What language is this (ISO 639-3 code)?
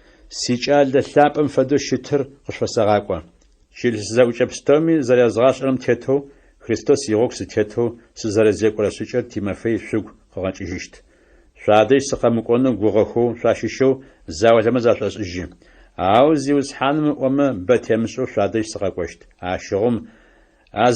ady